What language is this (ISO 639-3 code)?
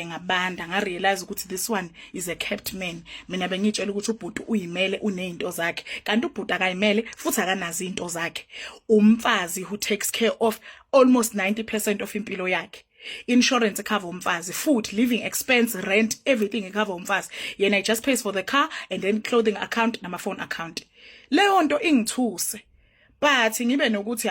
zul